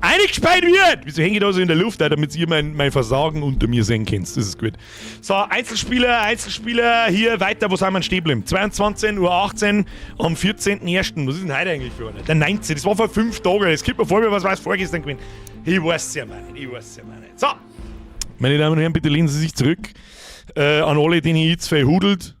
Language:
Bavarian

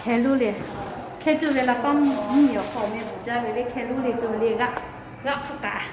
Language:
Lahu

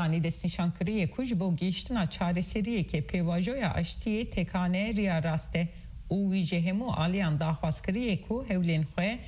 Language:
Kurdish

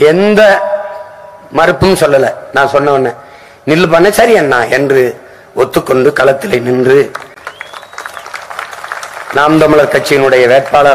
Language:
Tamil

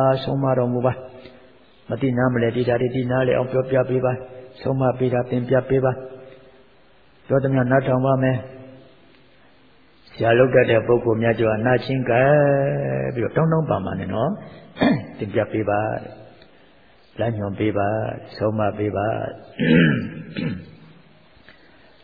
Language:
Burmese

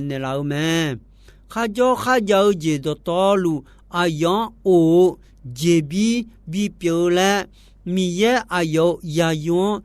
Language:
Akha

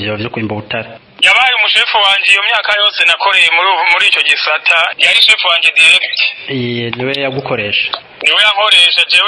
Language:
Rundi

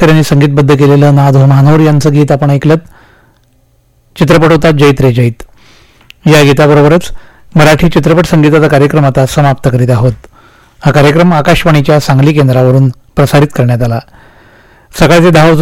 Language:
Marathi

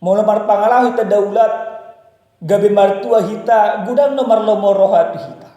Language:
Batak Toba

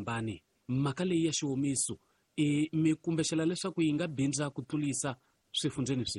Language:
Tsonga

